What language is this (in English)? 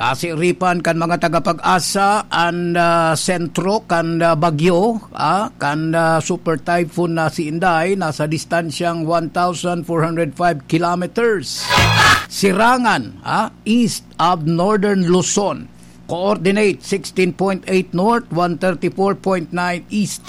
Bikol